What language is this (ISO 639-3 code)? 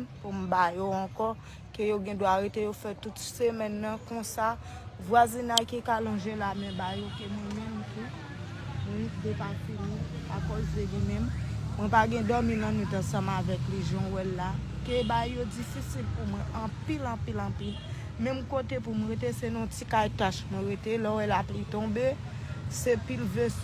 hat